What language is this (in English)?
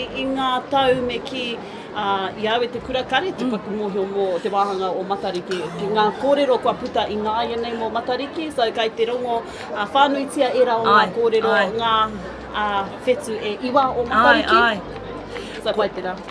Māori